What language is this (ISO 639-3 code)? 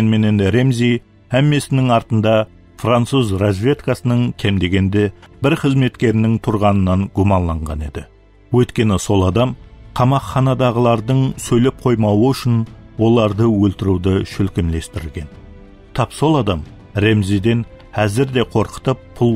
kaa